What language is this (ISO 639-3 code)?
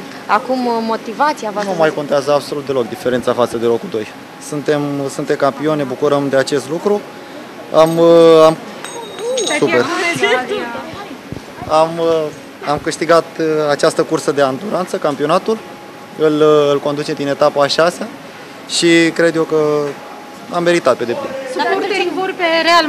ron